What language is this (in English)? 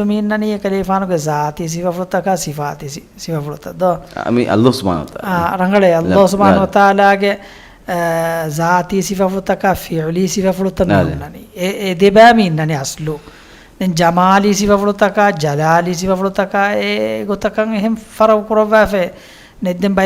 Divehi